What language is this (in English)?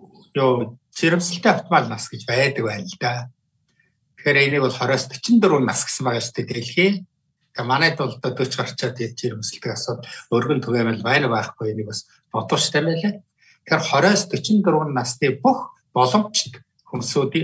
Mongolian